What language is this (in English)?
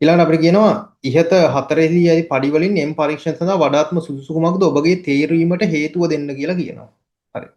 Sinhala